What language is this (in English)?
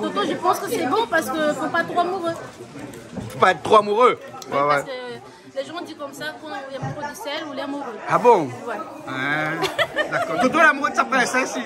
Réunion Creole French